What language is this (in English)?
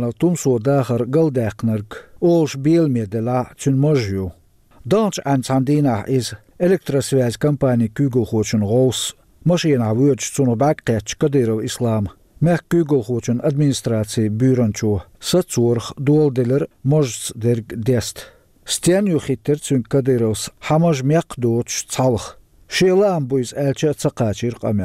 Chechen